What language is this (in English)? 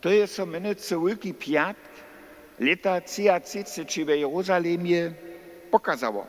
Upper Sorbian